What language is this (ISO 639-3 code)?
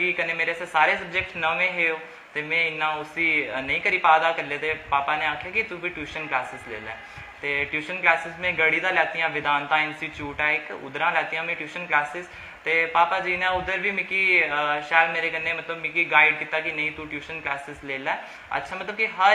doi